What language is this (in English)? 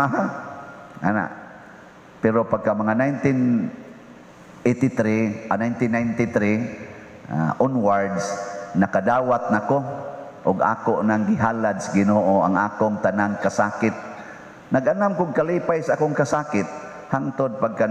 Cebuano